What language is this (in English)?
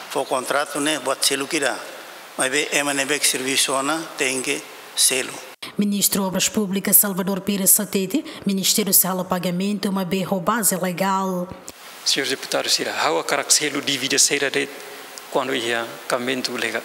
Tetum